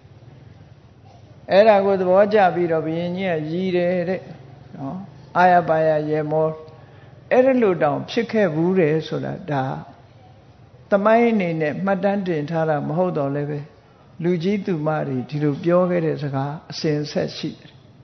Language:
Burmese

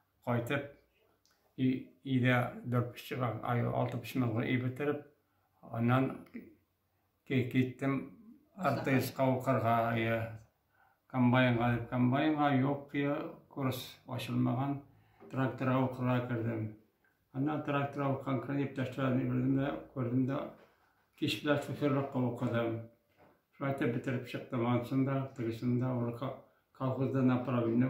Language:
Tatar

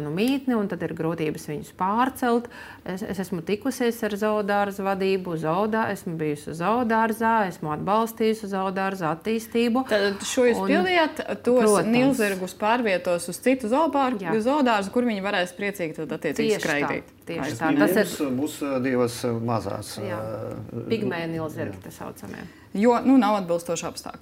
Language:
Latvian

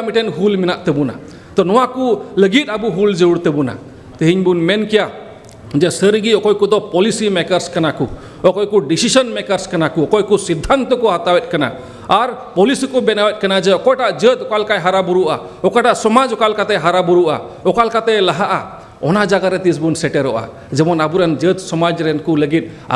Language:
Santali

